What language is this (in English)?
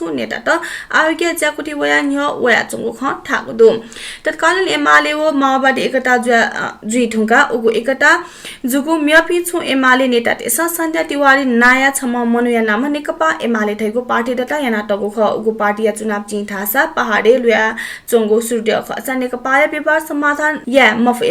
Newari